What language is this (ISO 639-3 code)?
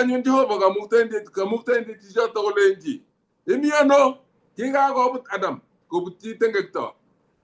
kln